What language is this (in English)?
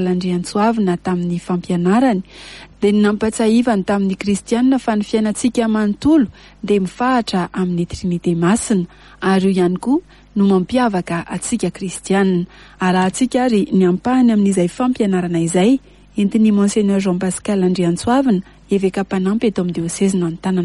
Malagasy